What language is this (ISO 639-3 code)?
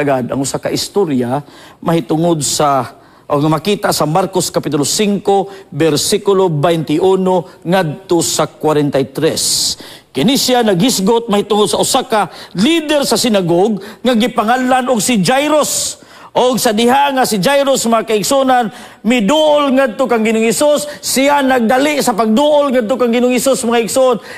ceb